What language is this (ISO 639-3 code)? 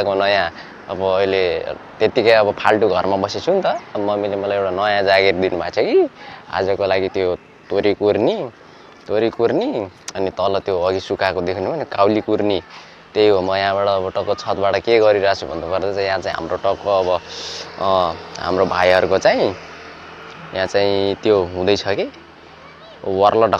nep